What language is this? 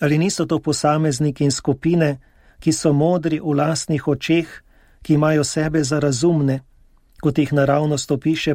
Slovenian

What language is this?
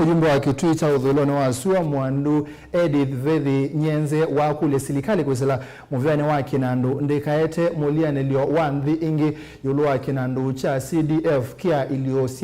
Kamba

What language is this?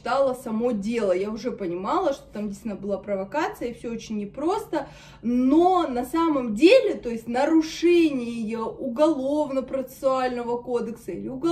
Russian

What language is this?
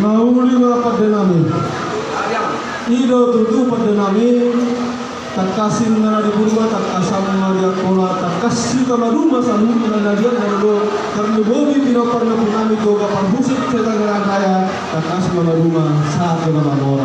Batak Toba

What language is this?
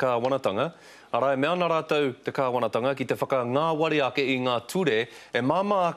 Māori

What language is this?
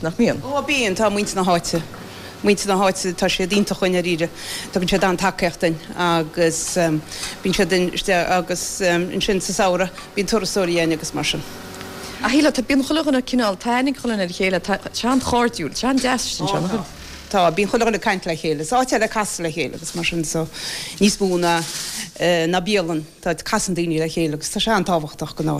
Irish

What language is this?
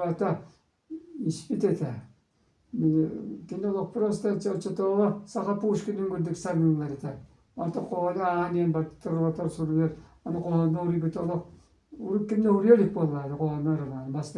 Yakut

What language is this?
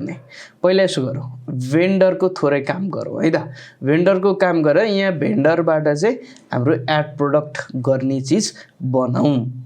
Nepali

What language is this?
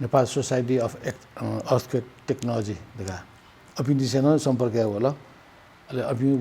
Newari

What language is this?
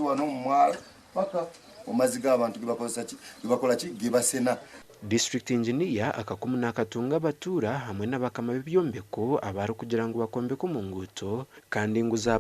Nyankole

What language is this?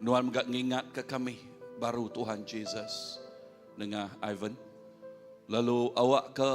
Iban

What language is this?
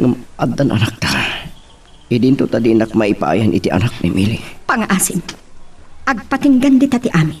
Iloko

